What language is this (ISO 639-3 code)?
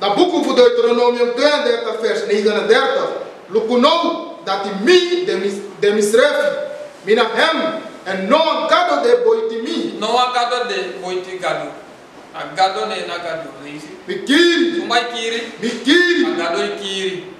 srn